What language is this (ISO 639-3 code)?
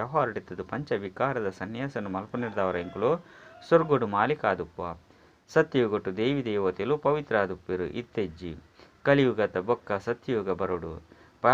tcy